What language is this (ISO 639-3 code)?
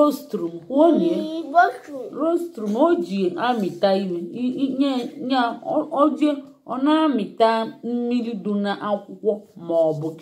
ibo